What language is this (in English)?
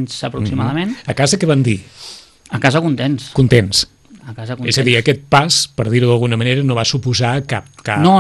Catalan